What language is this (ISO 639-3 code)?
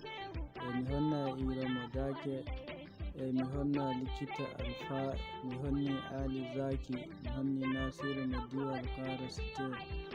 fuv